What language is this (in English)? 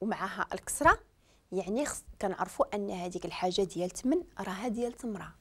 Moroccan Arabic